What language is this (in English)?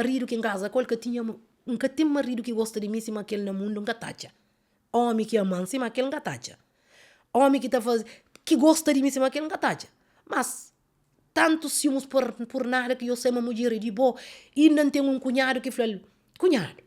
Kabuverdianu